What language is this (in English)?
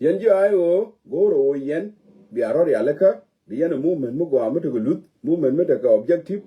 Nuer